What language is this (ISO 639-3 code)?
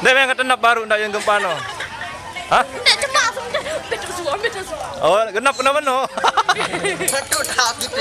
sas